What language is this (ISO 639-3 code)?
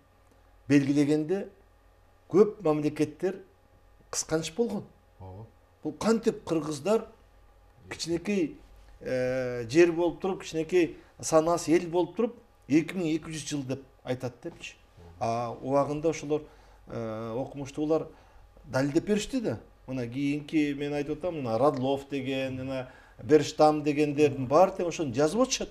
kir